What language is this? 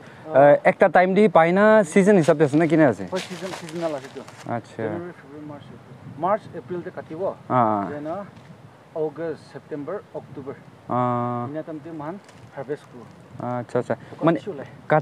Naga Pidgin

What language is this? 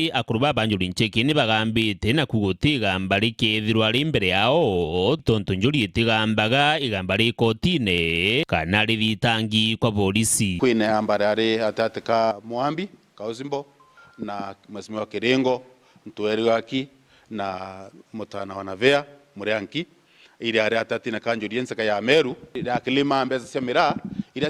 Meru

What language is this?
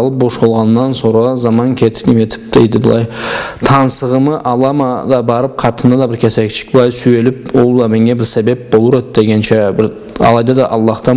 Karachay-Balkar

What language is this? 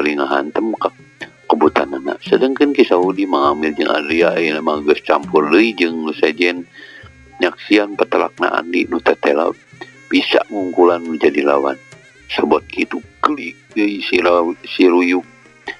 Sundanese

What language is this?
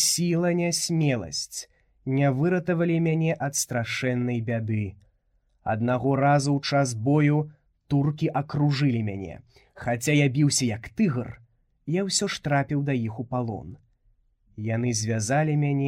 Belarusian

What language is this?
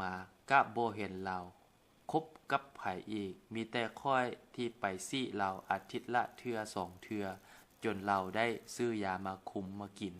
Lao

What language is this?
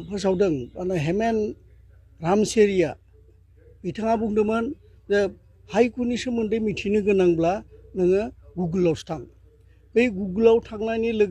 Bodo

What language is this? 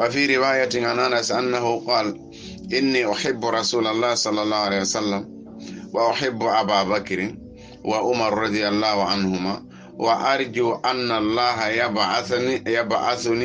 Fula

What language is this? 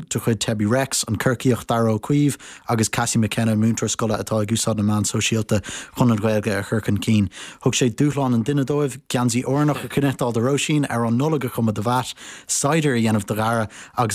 Irish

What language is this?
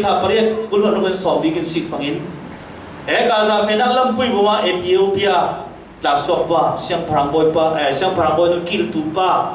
Falam Chin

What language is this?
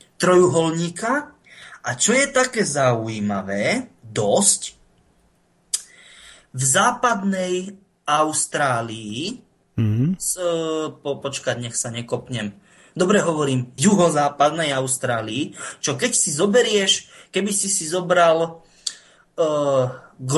Slovak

